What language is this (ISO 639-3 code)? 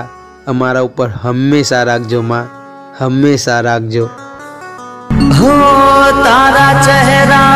guj